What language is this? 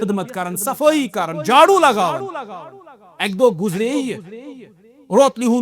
Kashmiri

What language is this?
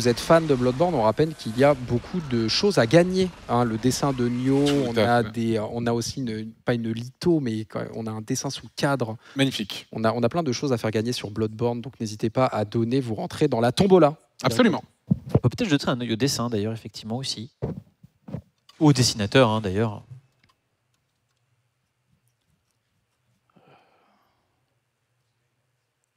French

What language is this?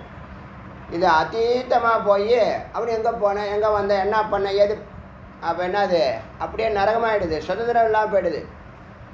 Tamil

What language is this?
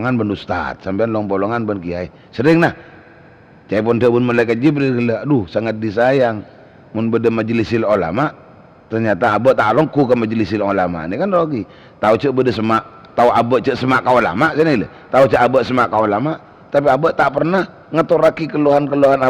Madurese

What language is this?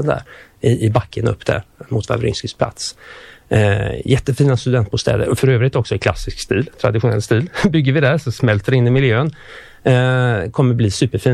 Swedish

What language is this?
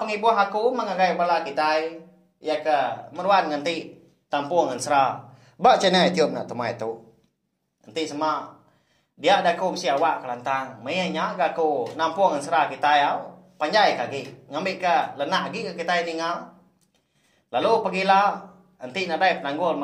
Iban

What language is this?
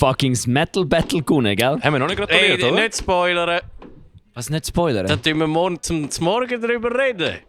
Swiss German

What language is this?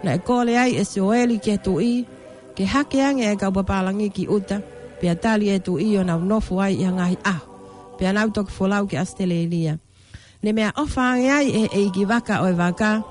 Tongan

